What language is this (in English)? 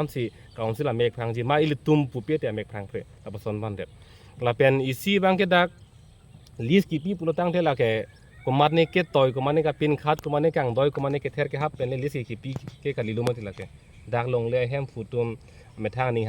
Karbi